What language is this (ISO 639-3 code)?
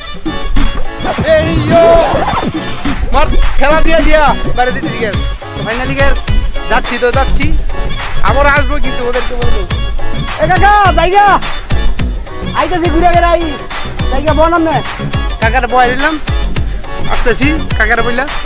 ben